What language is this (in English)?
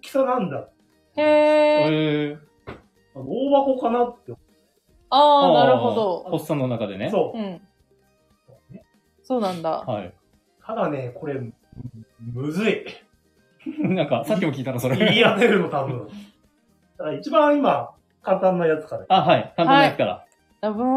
Japanese